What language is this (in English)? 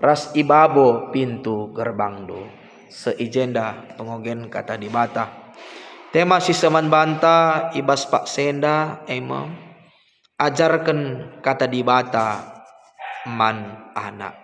Batak Karo